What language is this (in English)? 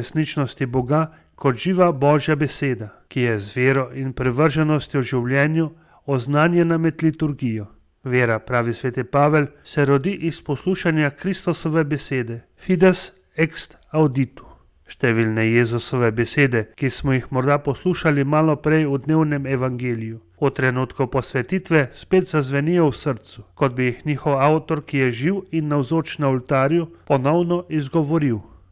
Slovenian